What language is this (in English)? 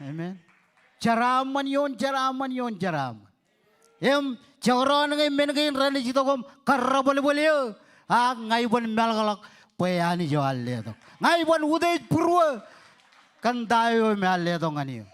Marshallese